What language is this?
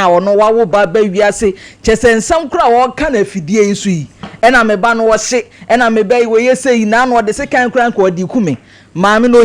Akan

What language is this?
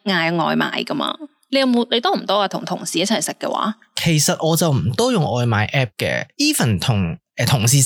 Cantonese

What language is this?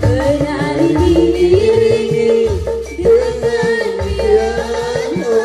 Betawi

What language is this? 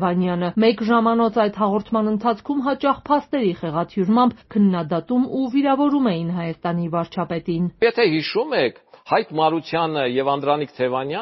Armenian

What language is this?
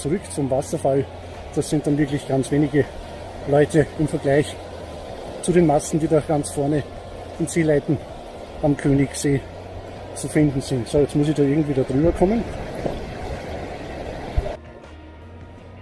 German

